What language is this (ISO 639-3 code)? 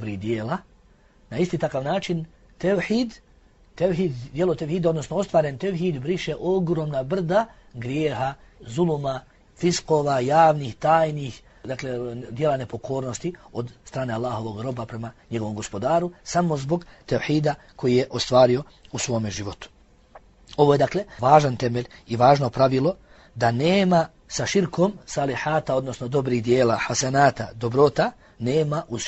bos